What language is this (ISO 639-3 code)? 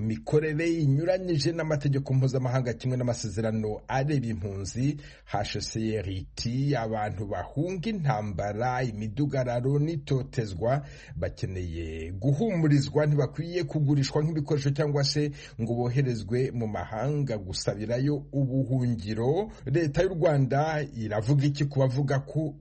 kin